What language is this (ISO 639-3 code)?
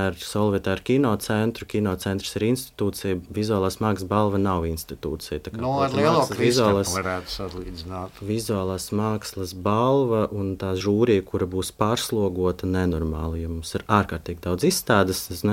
lav